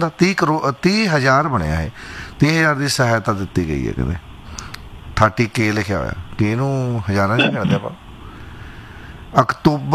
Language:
Punjabi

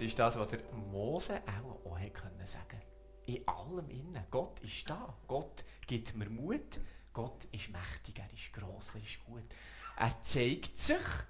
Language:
Swiss German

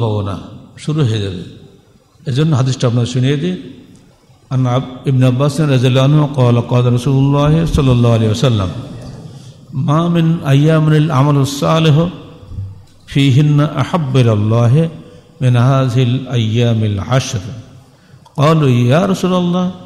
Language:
Bangla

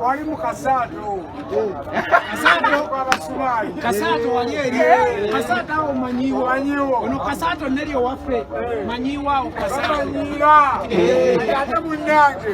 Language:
Ganda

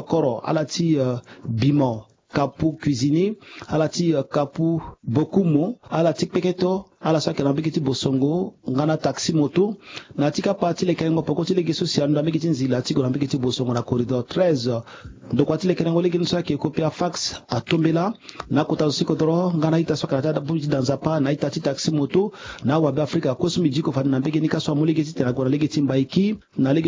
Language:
Sango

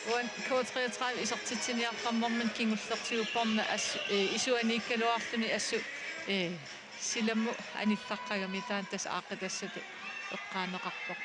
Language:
Kalaallisut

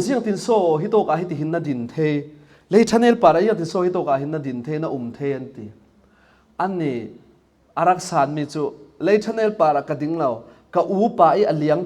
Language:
Falam Chin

